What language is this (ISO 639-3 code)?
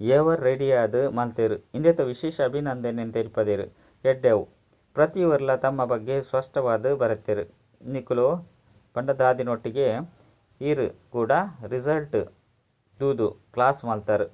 tcy